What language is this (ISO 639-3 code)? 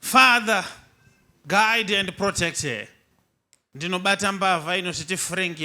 sna